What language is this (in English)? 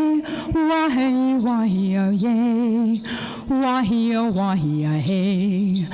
Mohawk